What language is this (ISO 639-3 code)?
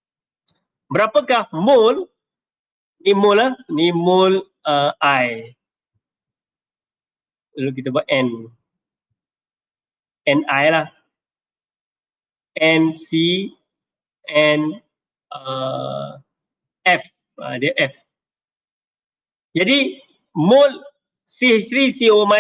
msa